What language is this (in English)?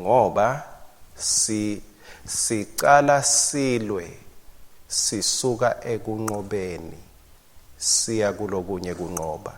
Swati